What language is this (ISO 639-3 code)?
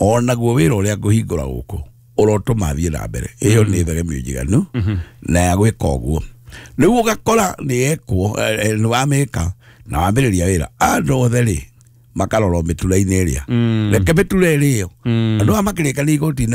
kik